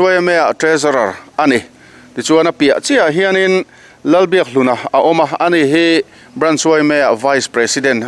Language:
Mizo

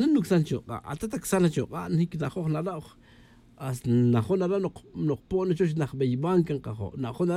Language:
Tz'utujil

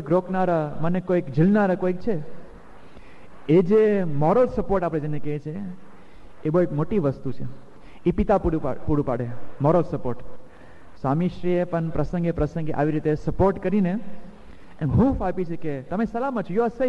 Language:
Gujarati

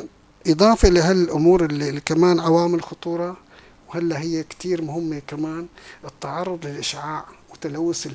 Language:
North Levantine Arabic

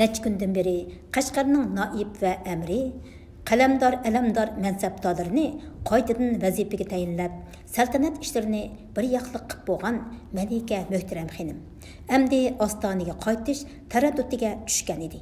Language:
Uyghur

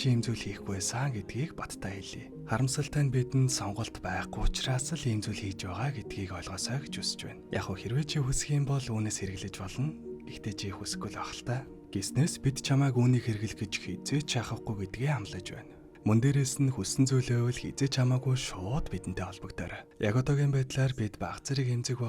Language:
Mongolian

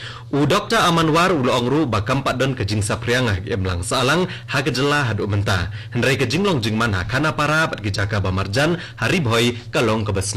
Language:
Khasi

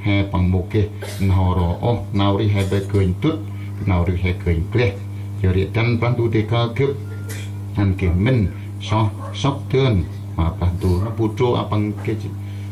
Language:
Central Mnong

